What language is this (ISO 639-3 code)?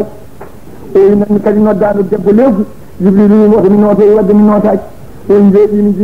ful